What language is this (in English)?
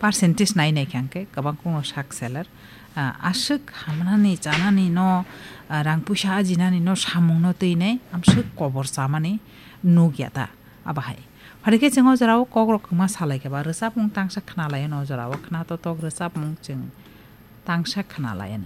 Kok Borok